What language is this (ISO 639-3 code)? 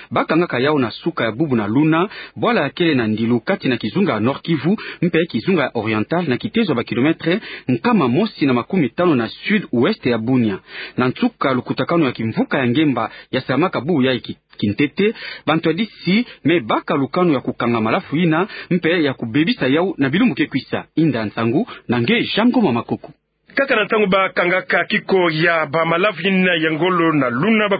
ktu